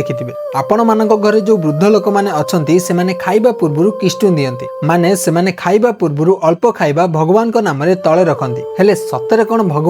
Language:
Odia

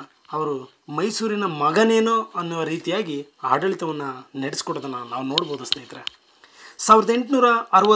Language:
Kannada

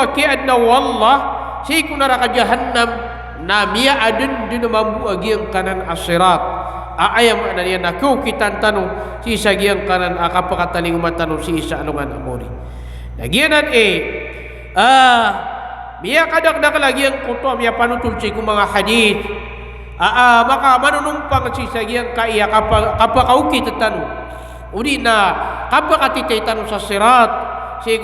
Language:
Maranao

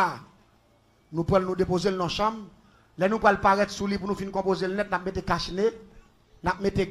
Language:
Haitian Creole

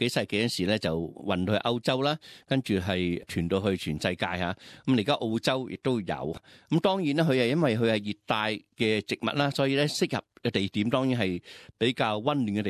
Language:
Cantonese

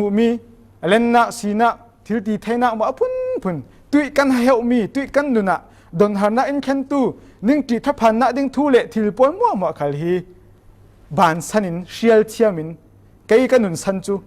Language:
Falam Chin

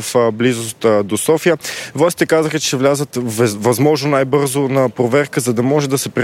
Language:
Bulgarian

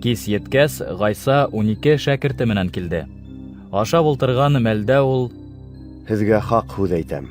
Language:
Bashkir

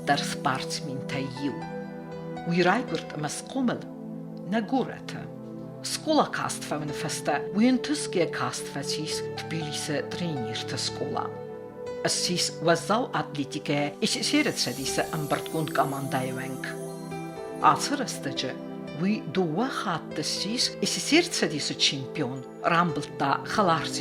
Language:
Ossetic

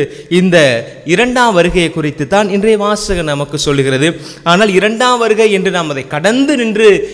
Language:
Tamil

